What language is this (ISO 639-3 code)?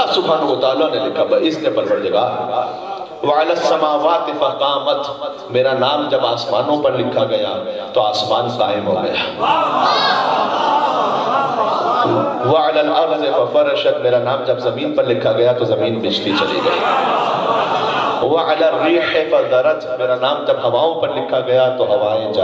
urd